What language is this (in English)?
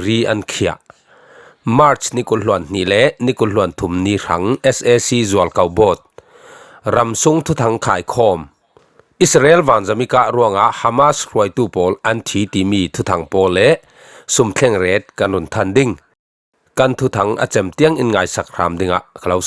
Falam Chin